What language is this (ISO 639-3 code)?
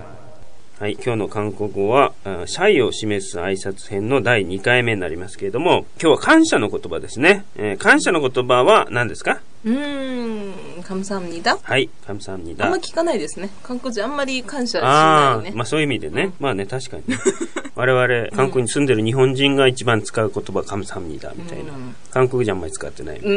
jpn